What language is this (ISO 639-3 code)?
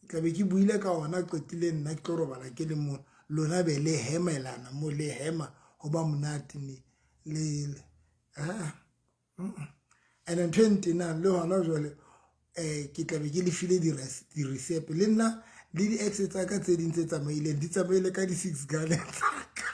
sot